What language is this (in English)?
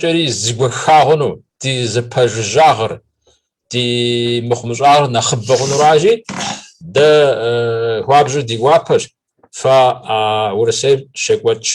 Kabardian